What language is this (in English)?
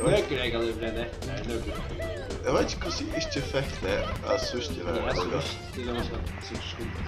Faroese